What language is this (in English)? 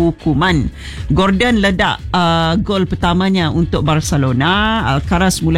Malay